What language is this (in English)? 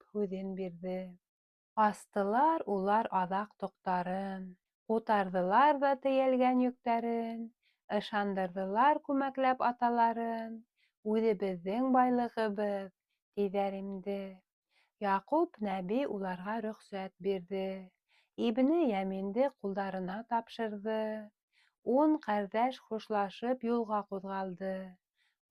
Bashkir